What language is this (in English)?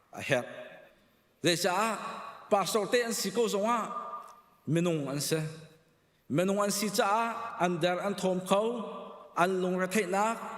Hakha Chin